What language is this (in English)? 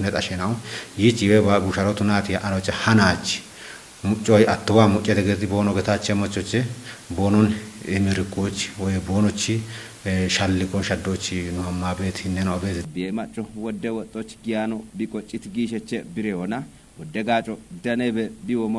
Kafa